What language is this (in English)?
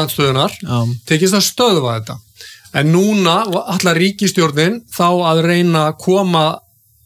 Icelandic